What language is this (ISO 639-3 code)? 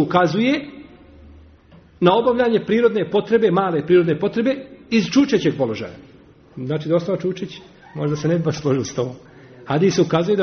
bos